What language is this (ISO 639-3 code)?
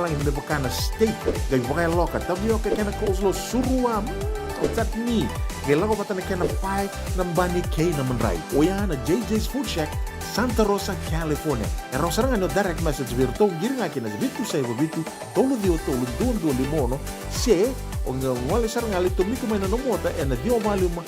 fij